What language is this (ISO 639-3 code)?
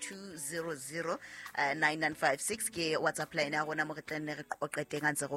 sot